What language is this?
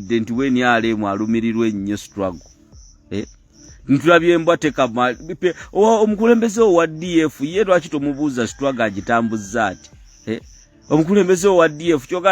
Ganda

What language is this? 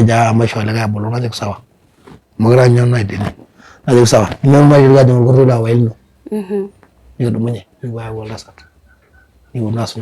Masai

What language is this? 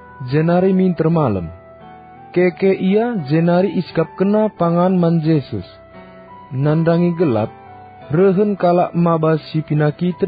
Batak Karo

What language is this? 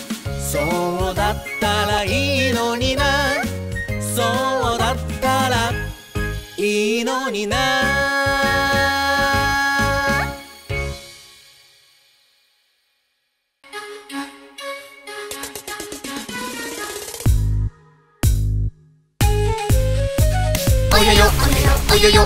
Japanese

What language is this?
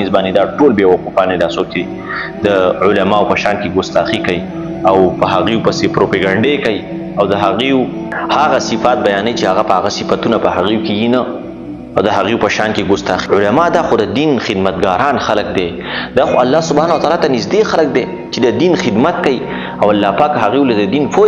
Pashto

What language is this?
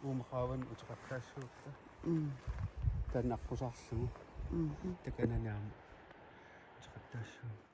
Kalaallisut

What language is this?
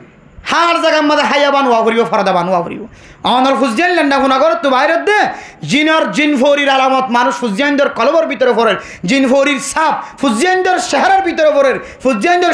Rohingya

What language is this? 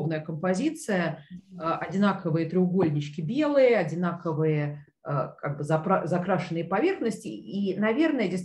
Russian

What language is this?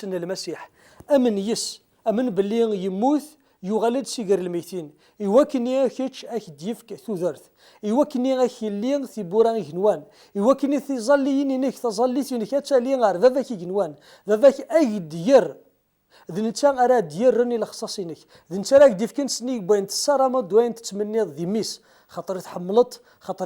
Kabyle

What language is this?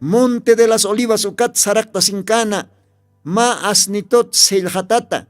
Aymara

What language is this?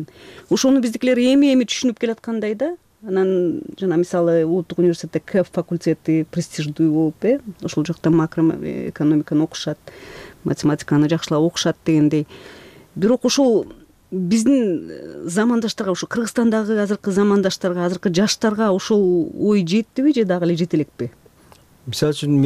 Kyrgyz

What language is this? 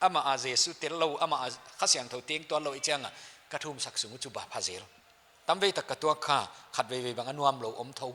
Paite Chin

